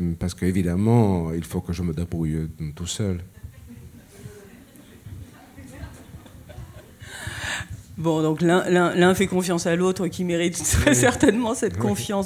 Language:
French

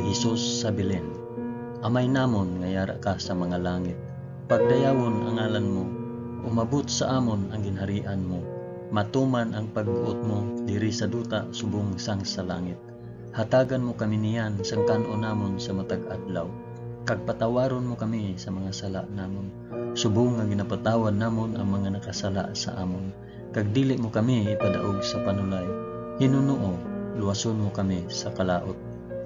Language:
Hiligaynon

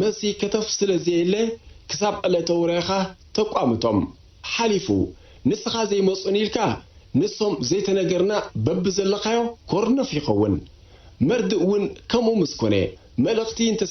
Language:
Tigrinya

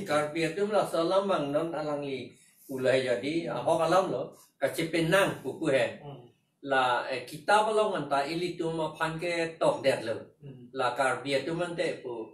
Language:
Karbi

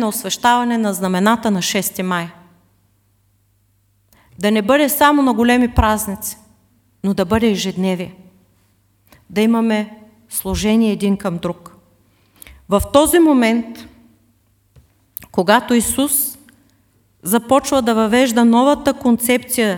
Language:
Bulgarian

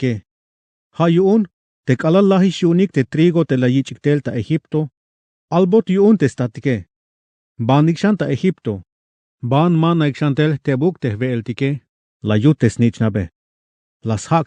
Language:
Tzeltal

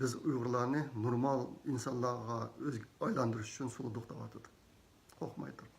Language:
Uyghur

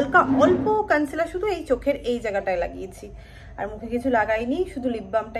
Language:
Bangla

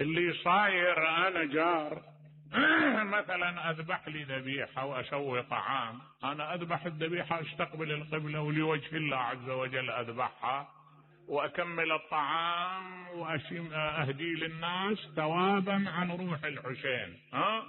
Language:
Mesopotamian Arabic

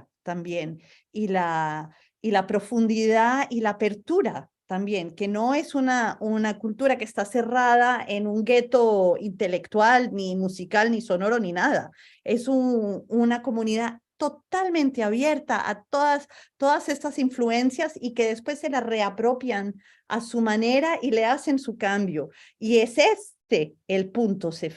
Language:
Ladino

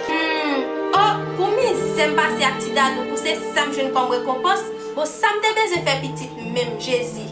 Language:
Haitian Creole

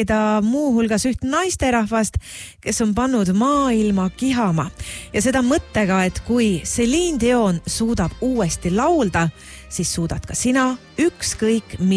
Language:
Estonian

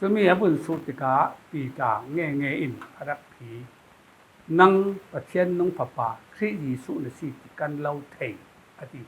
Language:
Falam Chin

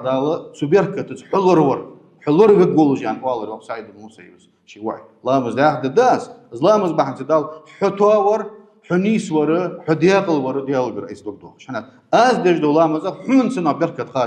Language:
Ingush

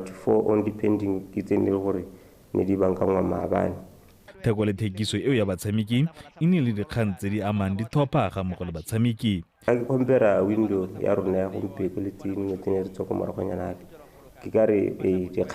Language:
Tswana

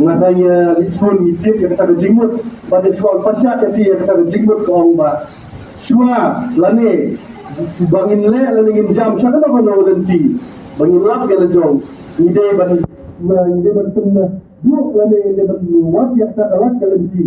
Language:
Khasi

